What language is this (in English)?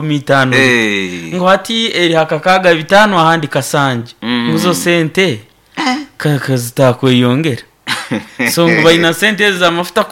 Nyoro